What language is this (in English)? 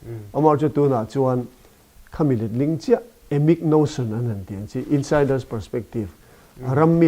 Mizo